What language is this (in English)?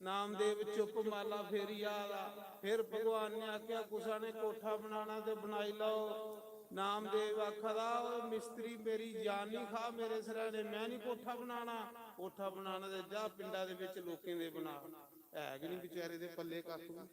Dogri